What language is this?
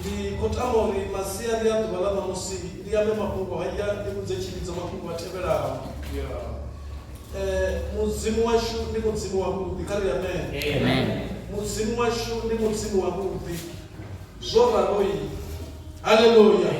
Venda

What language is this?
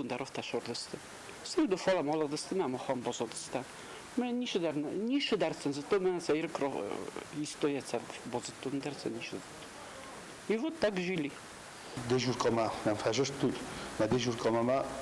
Ossetic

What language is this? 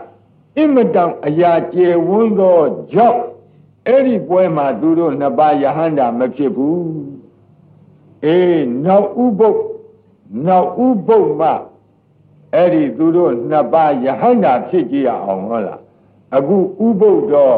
Burmese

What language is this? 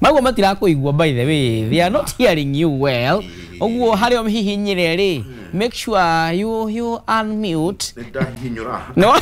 Kikuyu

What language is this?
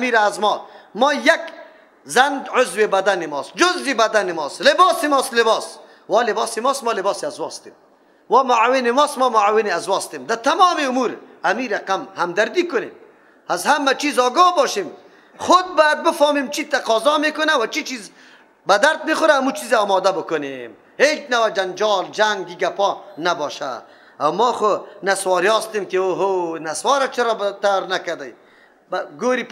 Persian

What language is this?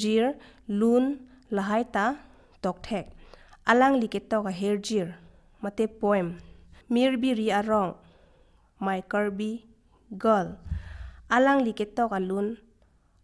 Karbi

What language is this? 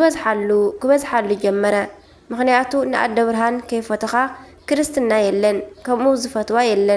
Tigrinya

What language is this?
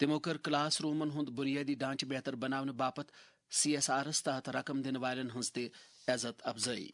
Kashmiri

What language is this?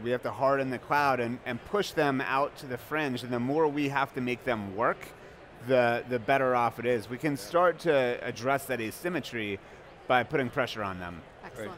English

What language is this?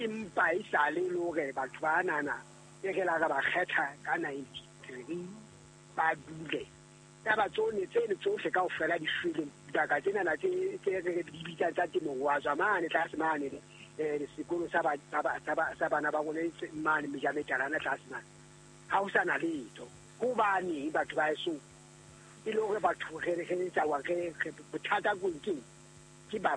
Southern Sotho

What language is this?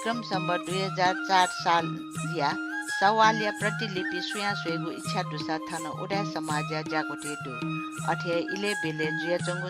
Newari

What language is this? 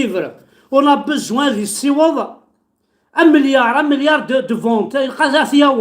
Kabyle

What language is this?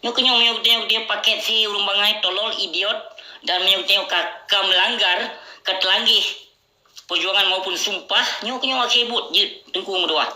Achinese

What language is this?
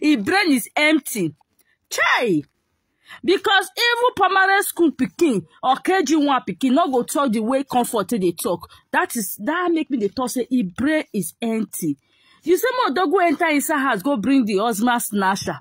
Nigerian Pidgin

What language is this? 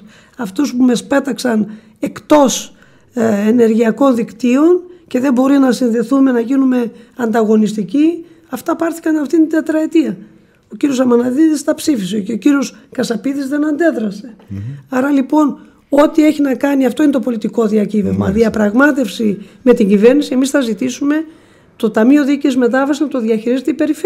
Greek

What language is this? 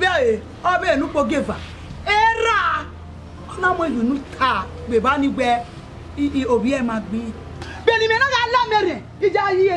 Bini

